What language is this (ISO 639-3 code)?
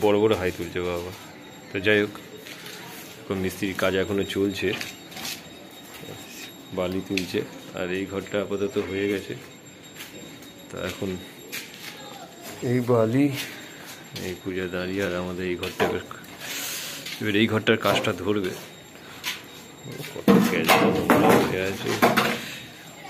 ben